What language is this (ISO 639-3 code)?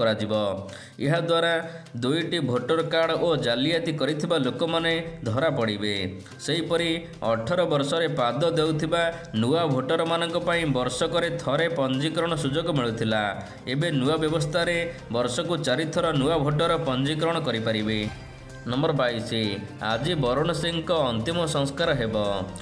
ori